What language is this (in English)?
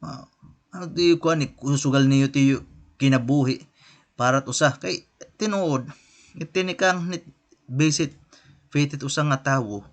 Waray